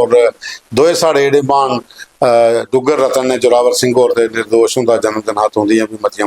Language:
Dogri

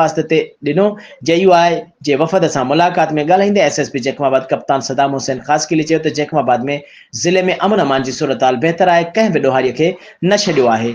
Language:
Sindhi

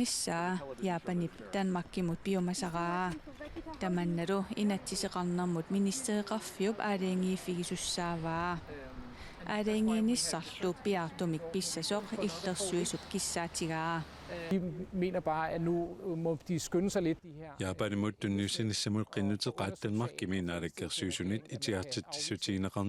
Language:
Kalaallisut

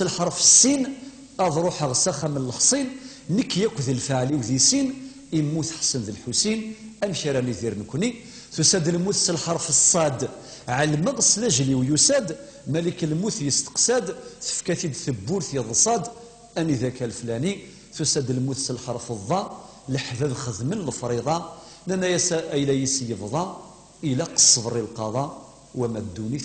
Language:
Kabyle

